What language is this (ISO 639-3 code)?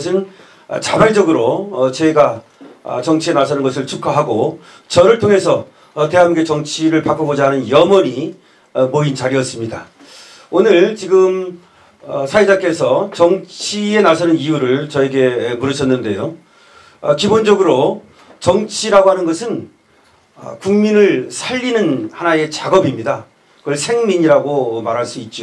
kor